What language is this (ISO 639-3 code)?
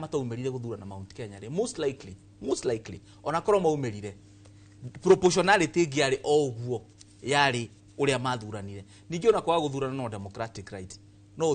kik